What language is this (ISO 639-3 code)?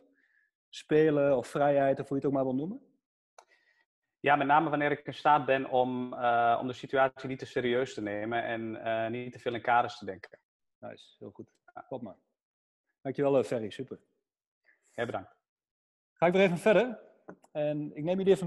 nld